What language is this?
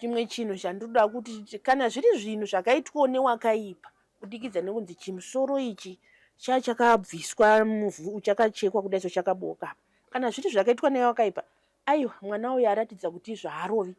Shona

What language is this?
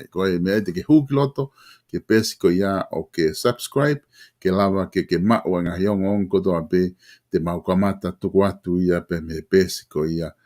Tongan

